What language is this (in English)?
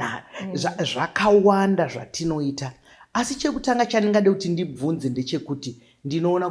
Shona